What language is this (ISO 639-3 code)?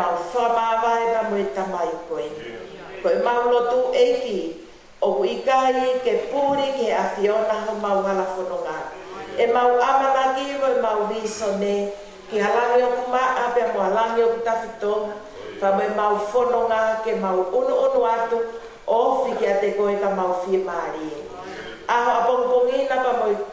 ton